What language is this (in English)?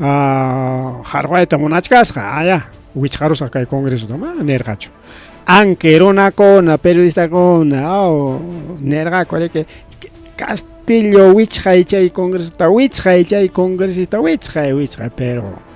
Ayacucho Quechua